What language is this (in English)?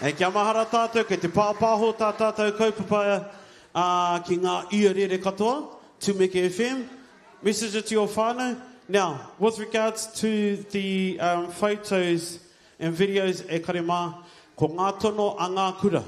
Māori